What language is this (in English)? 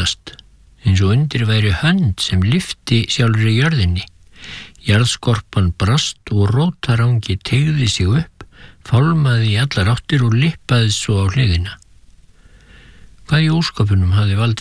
Icelandic